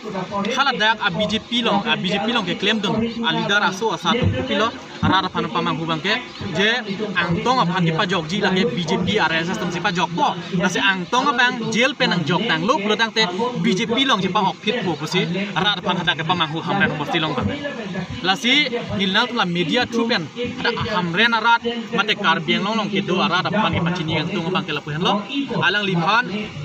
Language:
Karbi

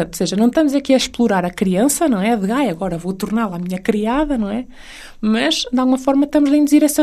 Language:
Portuguese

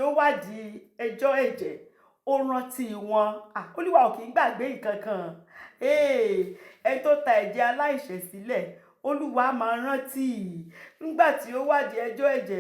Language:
Yoruba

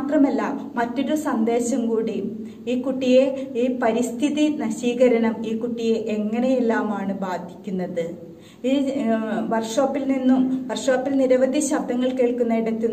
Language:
Malayalam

